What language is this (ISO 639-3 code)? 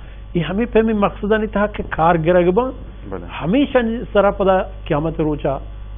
bal